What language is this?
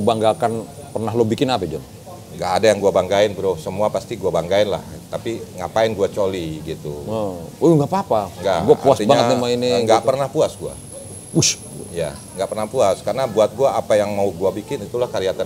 Indonesian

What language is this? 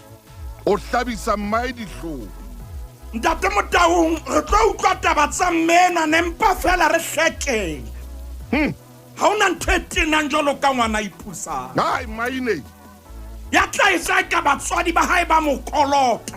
Southern Sotho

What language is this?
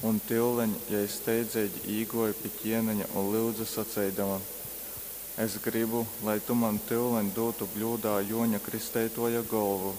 Latgalian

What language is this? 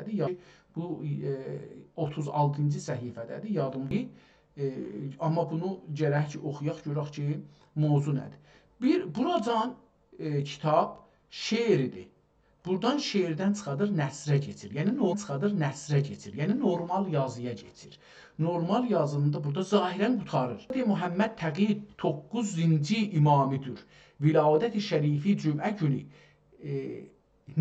South Azerbaijani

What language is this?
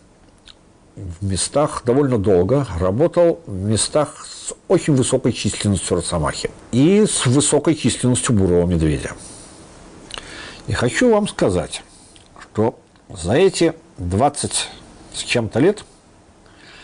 Russian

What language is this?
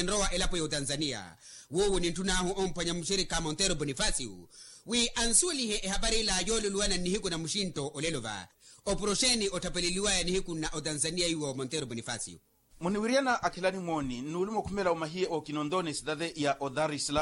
Makhuwa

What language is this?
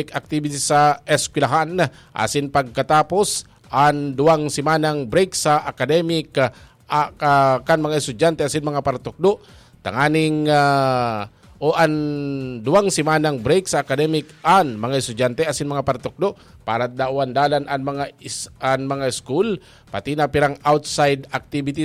Bikol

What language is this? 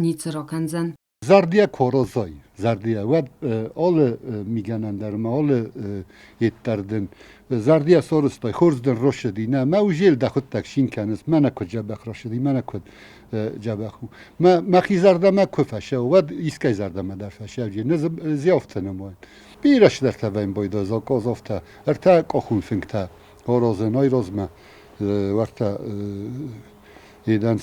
Ossetic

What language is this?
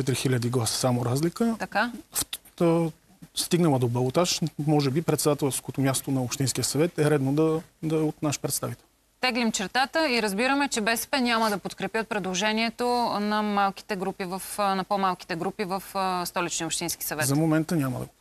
Bulgarian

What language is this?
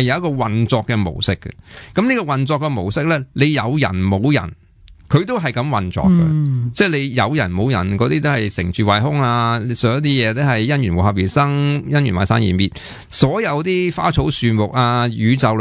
Cantonese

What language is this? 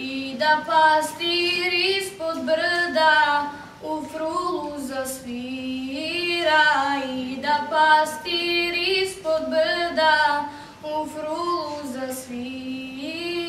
Serbian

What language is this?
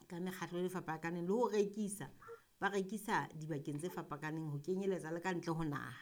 Southern Sotho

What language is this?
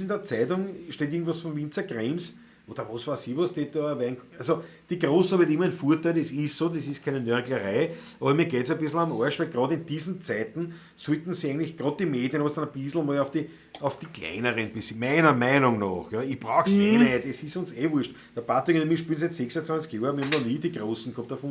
Bavarian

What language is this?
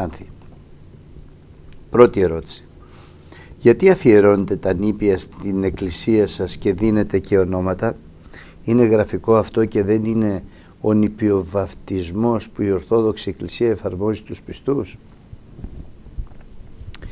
Greek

